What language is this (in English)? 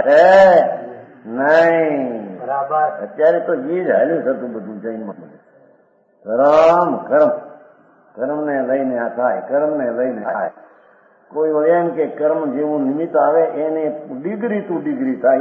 Gujarati